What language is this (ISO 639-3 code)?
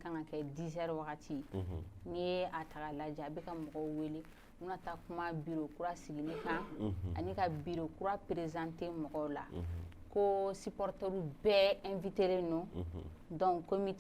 bam